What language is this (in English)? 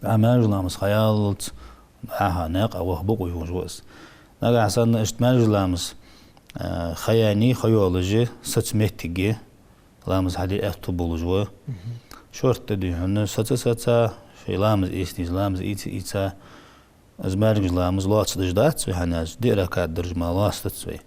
Ingush